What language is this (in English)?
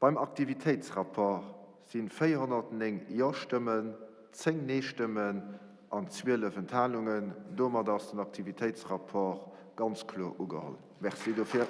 Luxembourgish